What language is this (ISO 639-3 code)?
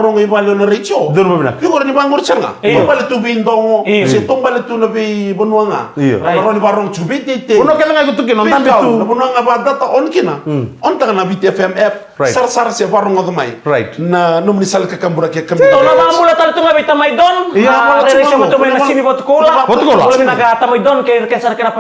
fij